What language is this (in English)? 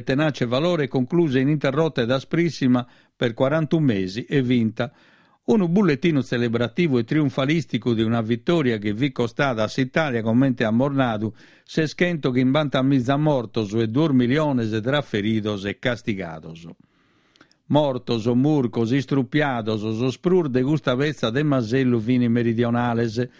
Sardinian